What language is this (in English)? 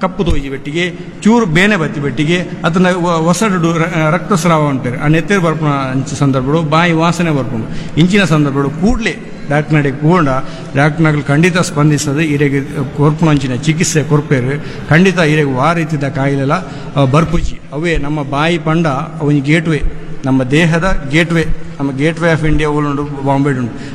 Tulu